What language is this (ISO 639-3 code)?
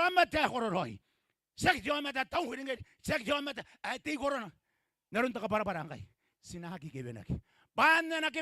gil